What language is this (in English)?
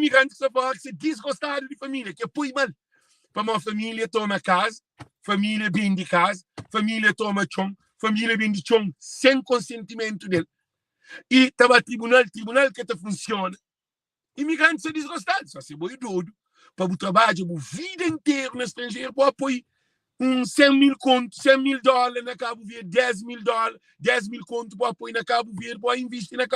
Kabuverdianu